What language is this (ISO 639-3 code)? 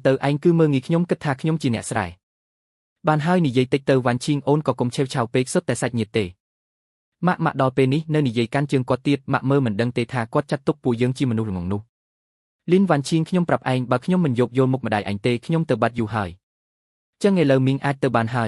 khm